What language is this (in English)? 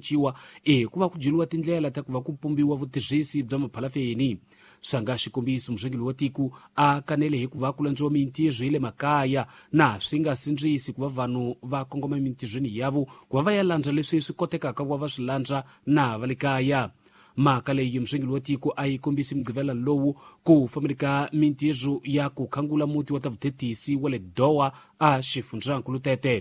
Tsonga